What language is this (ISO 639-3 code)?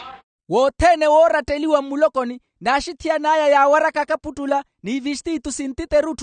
vmw